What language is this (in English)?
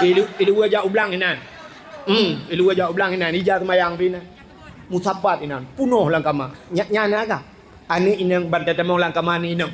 Achinese